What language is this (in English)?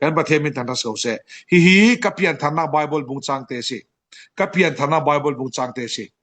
Falam Chin